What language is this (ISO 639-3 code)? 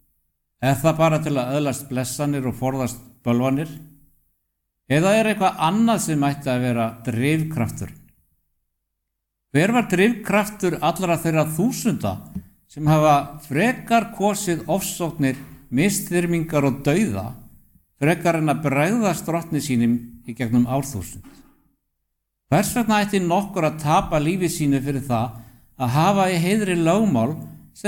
isl